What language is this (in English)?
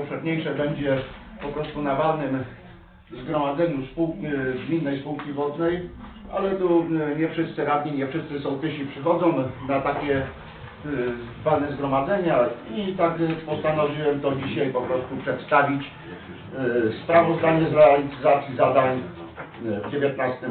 Polish